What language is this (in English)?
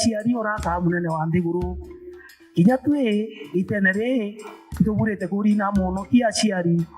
Meru